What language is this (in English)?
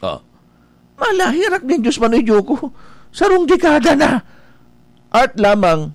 Bikol